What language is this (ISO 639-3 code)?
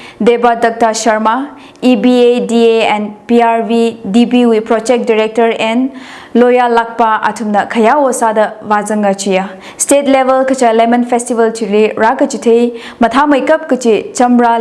nmf